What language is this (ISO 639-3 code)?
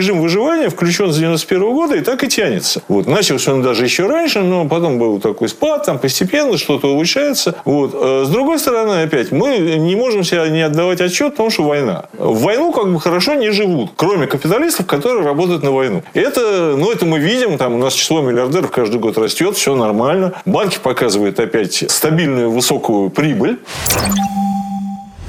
rus